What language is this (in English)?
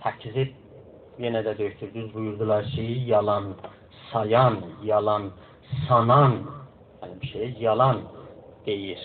South Azerbaijani